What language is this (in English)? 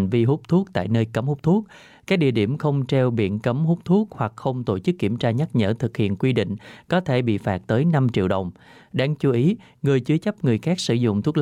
Vietnamese